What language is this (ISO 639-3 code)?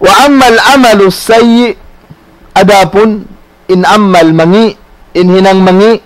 tsg